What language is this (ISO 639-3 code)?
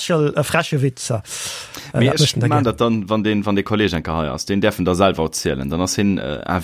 ltz